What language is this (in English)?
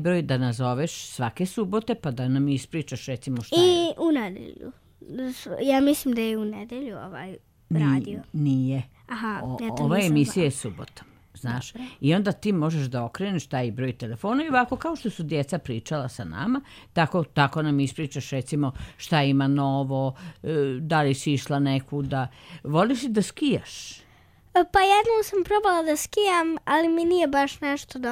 Serbian